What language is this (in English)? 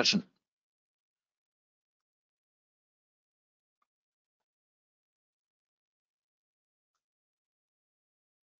German